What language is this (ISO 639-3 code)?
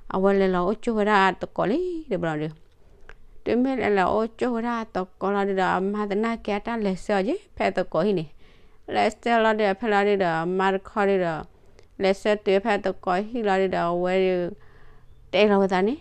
ksw